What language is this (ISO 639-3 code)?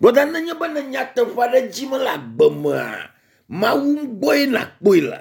ewe